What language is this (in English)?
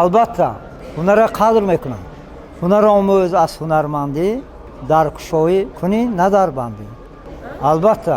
Tajik